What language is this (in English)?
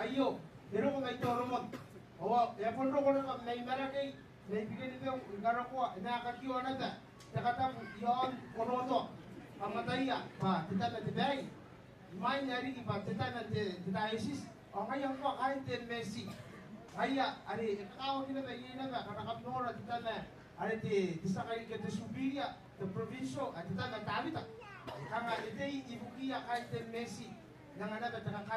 Gilbertese